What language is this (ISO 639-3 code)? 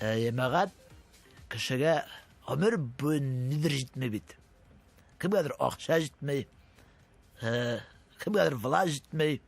tat